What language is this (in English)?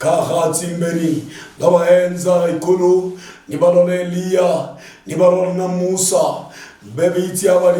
Luyia